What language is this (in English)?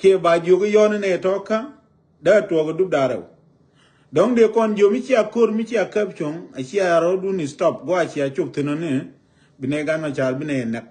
Nuer